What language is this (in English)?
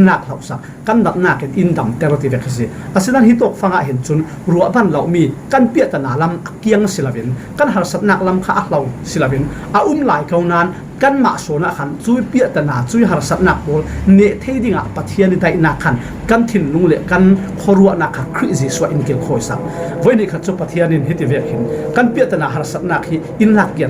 Falam Chin